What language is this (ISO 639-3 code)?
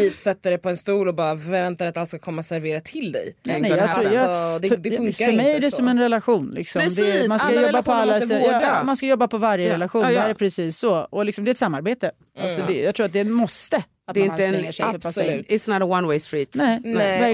swe